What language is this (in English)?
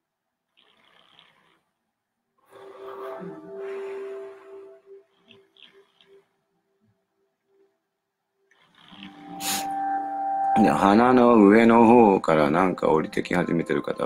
Japanese